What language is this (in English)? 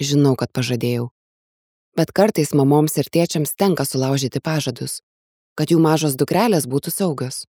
Lithuanian